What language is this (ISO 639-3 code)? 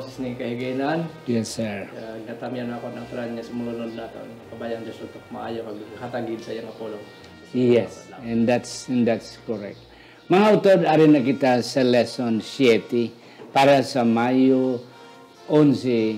hil